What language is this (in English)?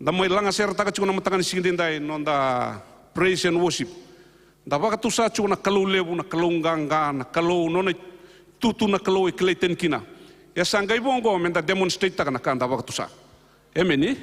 Fijian